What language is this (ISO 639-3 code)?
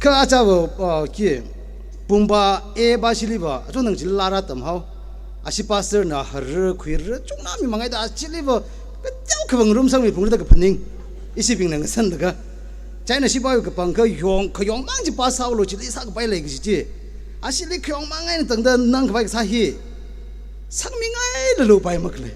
nmf